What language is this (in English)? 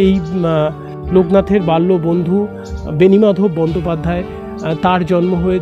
Bangla